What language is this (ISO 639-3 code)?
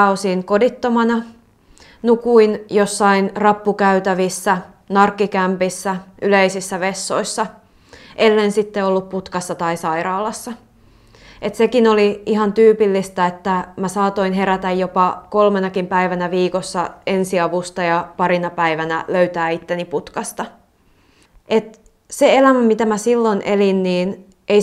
fin